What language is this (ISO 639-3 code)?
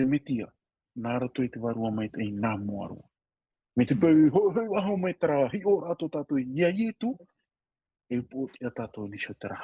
tah